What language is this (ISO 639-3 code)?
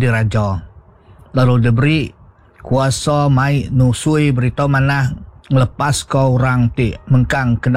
iba